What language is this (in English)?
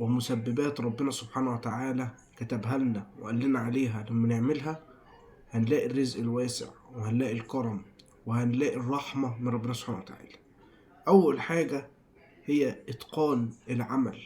Egyptian Arabic